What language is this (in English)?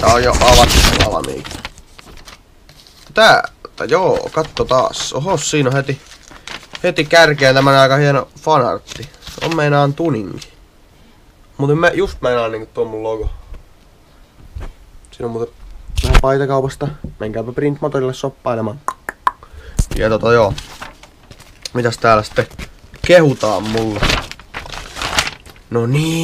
Finnish